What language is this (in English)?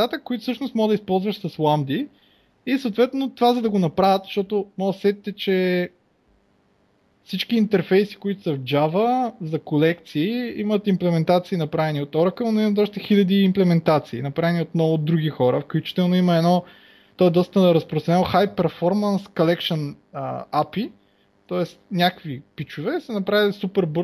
Bulgarian